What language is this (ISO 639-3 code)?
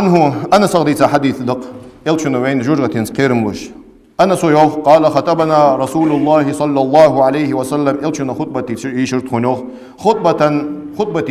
inh